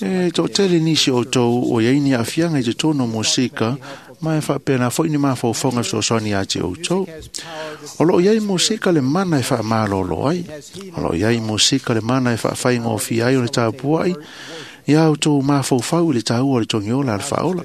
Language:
Samoan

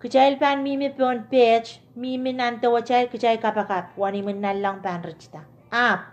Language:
Pohnpeian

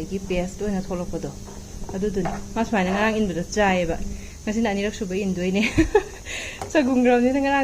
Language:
Manipuri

